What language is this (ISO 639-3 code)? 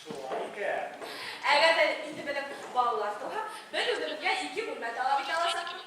bak